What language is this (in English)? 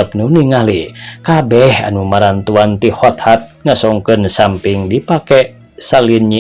Sundanese